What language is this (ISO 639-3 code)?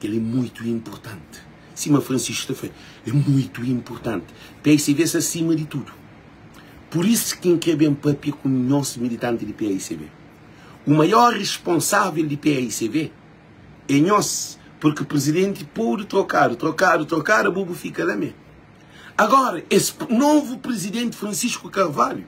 kea